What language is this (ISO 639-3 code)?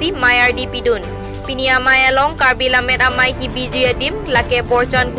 mjw